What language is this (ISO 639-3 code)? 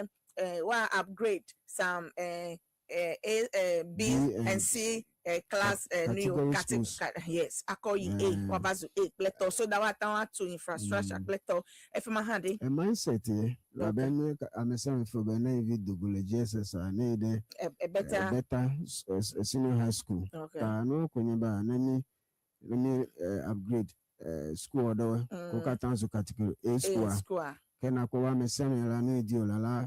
ewe